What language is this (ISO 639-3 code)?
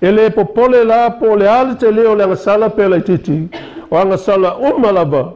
smo